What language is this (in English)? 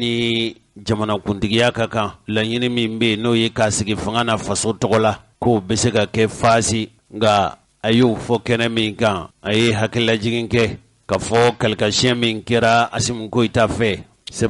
Bambara